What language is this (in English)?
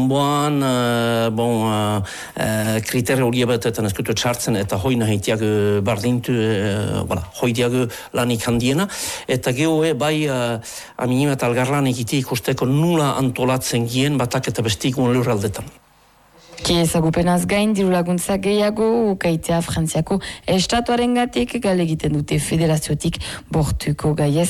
Basque